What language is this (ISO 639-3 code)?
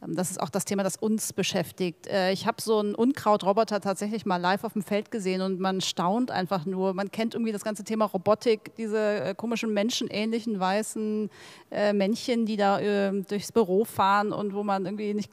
deu